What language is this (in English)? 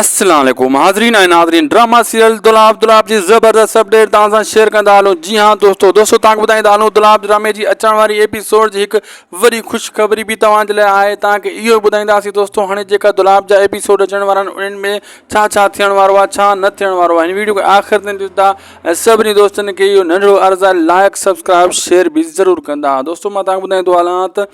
Sindhi